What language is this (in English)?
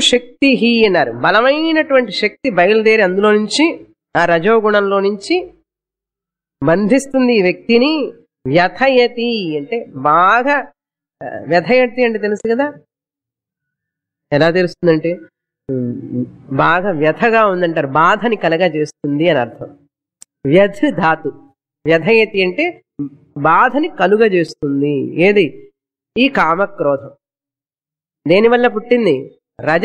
Telugu